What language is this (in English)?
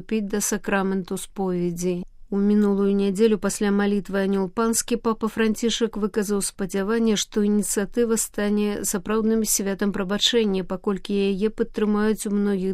Belarusian